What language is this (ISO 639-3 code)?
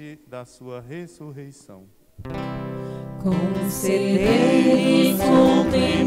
por